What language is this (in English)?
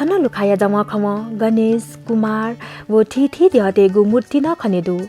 Newari